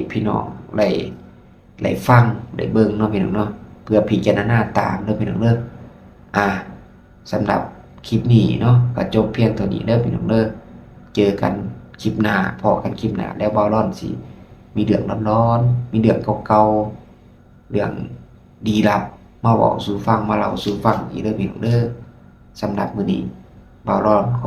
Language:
Lao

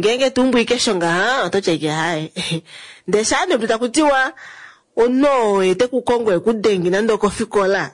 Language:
Kuanyama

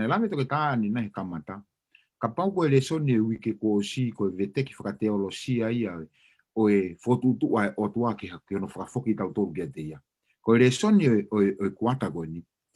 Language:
Tongan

